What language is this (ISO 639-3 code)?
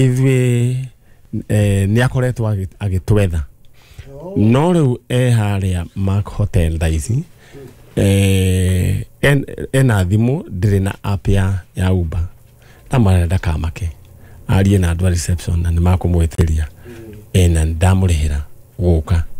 kik